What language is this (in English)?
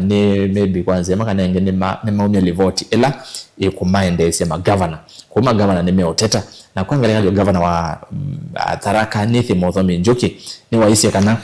Kamba